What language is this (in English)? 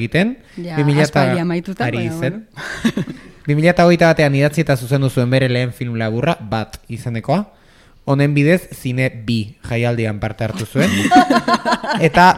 Basque